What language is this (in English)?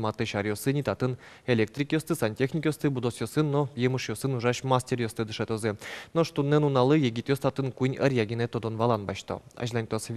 Udmurt